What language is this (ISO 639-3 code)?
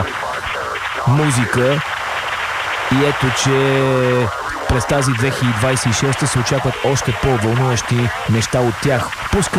bul